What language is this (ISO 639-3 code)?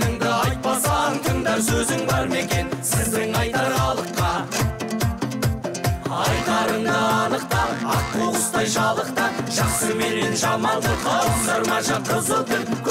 kaz